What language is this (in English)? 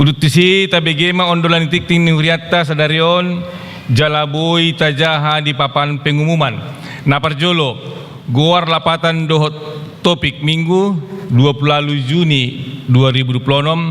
Batak Toba